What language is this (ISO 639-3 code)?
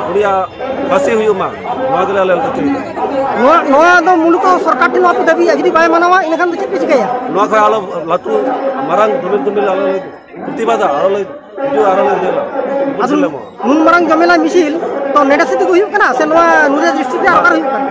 sat